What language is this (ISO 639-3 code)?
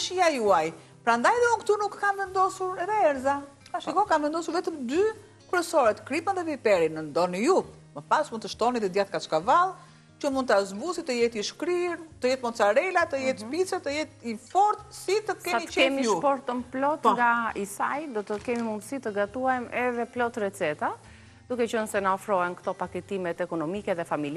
sqi